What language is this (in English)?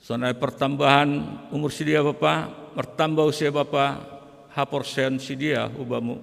Batak Simalungun